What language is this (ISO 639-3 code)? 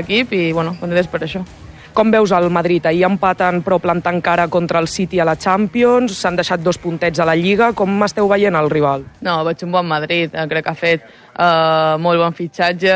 cat